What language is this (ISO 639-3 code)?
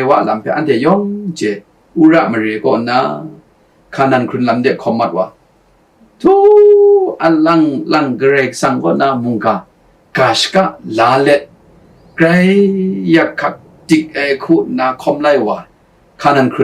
kac